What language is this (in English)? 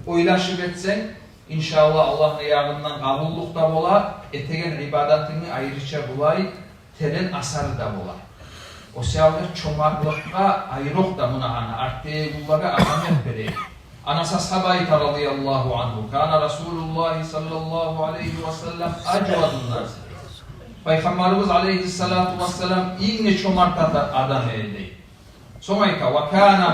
Kumyk